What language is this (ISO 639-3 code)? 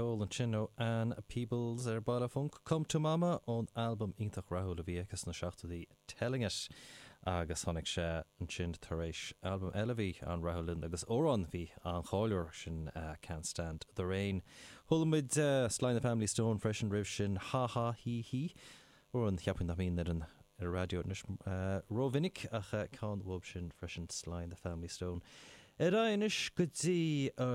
gle